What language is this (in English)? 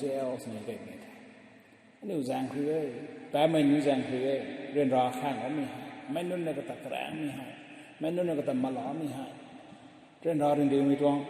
Rongmei Naga